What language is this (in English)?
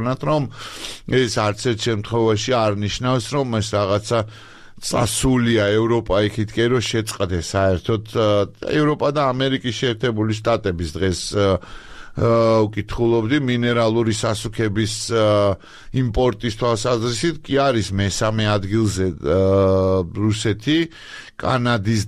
Georgian